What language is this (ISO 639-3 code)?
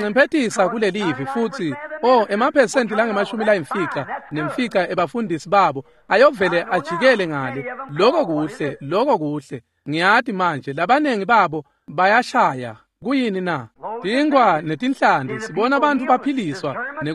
ssw